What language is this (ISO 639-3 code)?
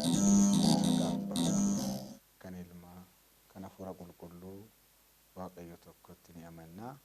orm